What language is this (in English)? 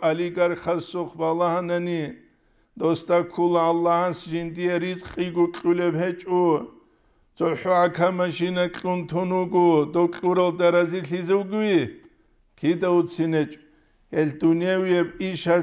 Avaric